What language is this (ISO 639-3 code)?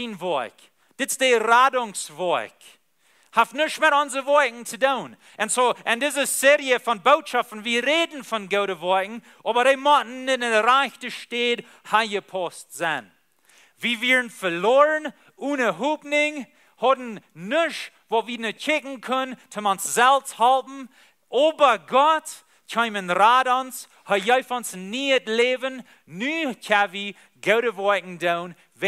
pdt